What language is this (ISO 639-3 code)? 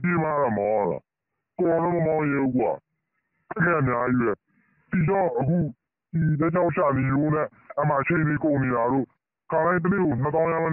mya